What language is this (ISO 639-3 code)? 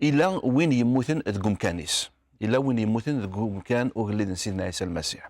kab